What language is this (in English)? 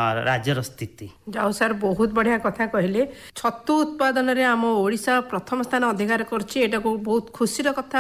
Odia